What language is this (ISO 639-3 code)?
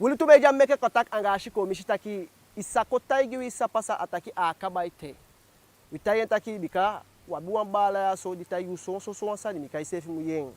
djk